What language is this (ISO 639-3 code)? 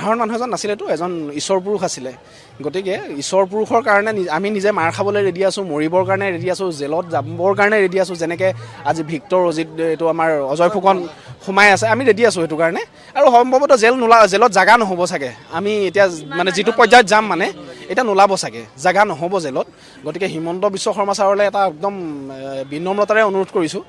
asm